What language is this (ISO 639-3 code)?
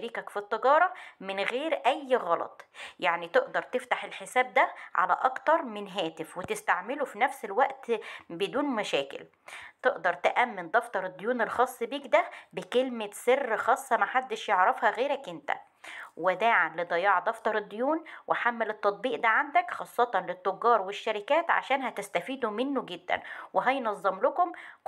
arz